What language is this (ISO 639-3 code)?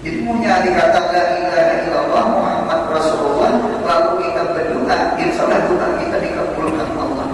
bjn